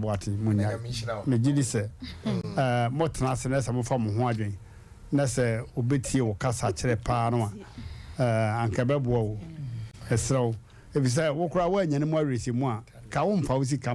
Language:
Akan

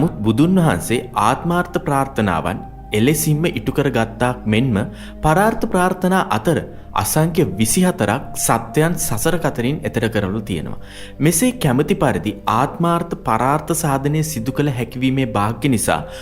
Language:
Sinhala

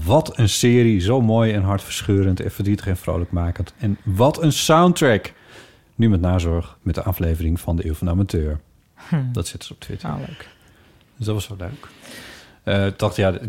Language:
Dutch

